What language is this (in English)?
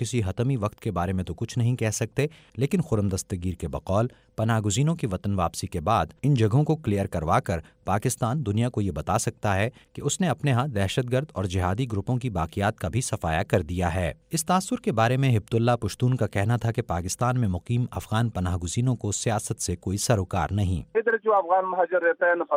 Urdu